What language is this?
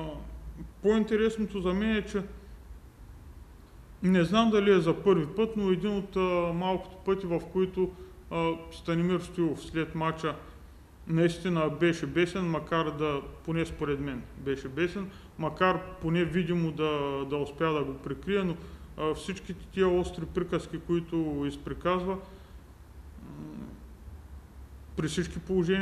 Bulgarian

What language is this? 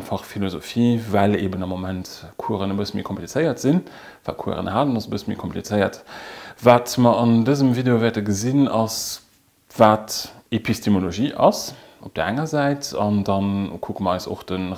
Luxembourgish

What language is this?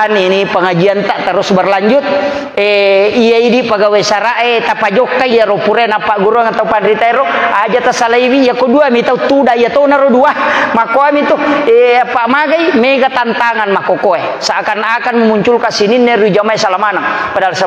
Buginese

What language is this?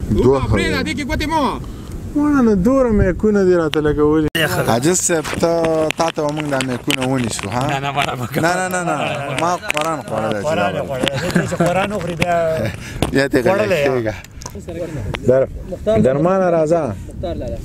Pashto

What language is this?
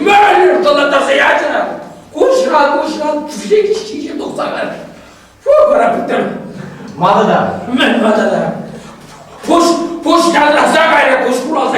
Chuvash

